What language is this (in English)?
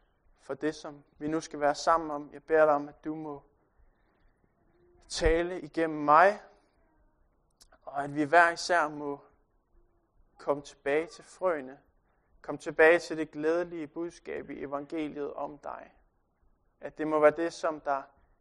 Danish